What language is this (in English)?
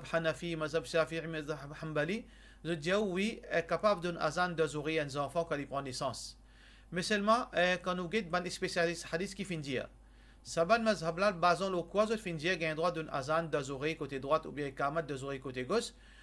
Morisyen